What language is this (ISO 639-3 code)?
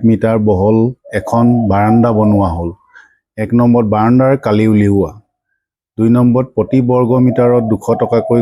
asm